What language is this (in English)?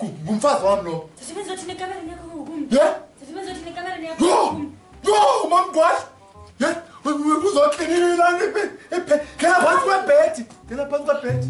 Xhosa